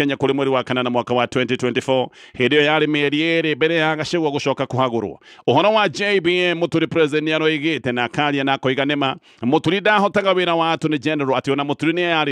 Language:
Kikuyu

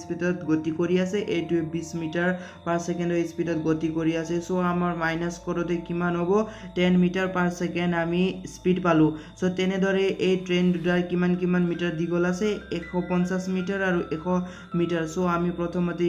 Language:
Assamese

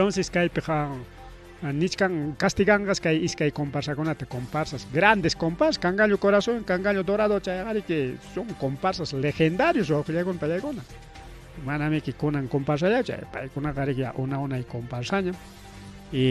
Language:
Ayacucho Quechua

